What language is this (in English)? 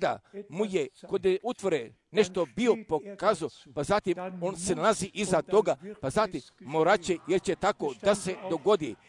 Croatian